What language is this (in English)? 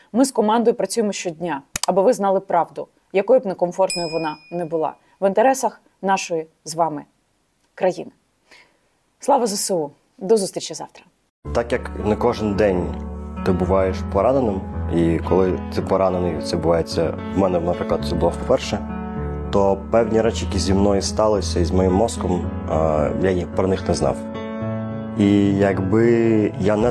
Ukrainian